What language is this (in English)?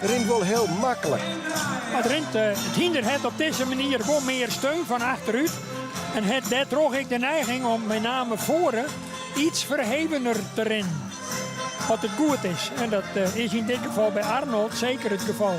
Western Frisian